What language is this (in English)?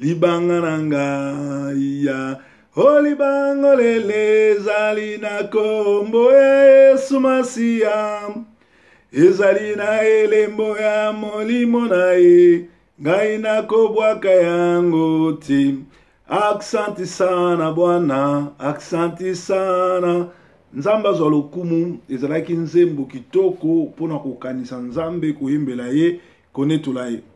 Lingala